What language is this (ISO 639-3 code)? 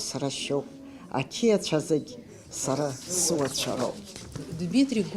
abk